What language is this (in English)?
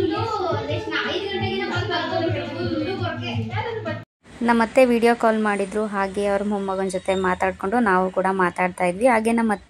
Kannada